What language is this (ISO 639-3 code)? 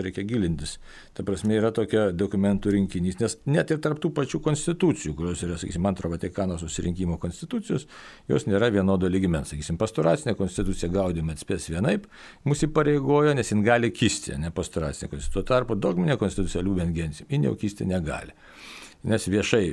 lit